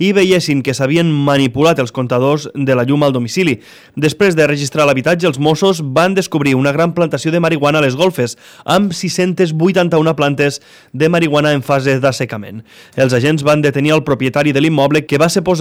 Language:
Catalan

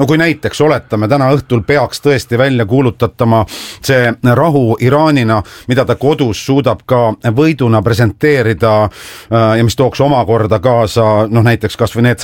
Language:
Estonian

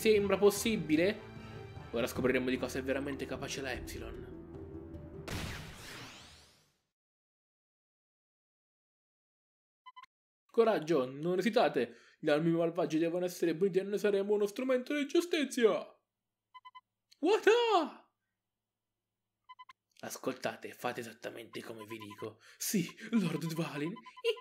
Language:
Italian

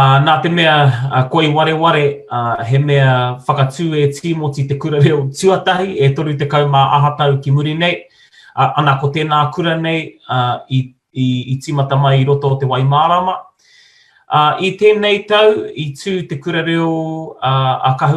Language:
Māori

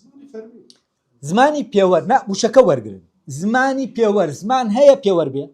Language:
Central Kurdish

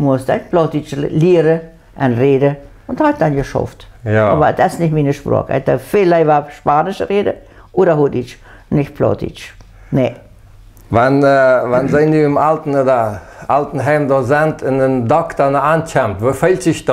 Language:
Plautdietsch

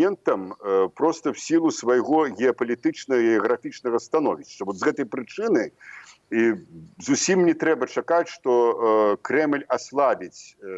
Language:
Belarusian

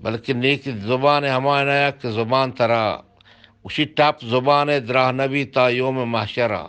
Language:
Eastern Balochi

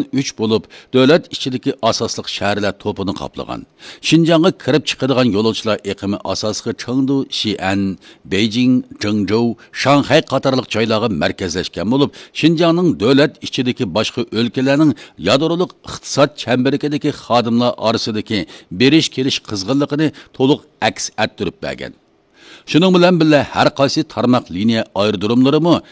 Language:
Uyghur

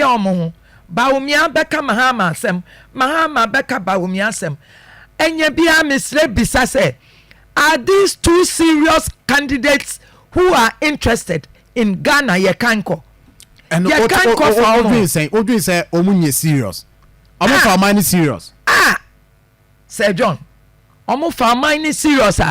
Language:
Akan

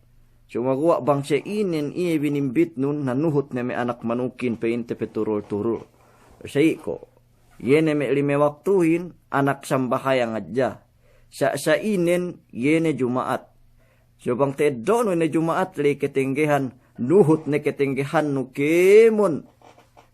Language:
Yakan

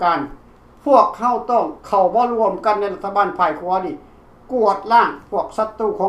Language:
Lao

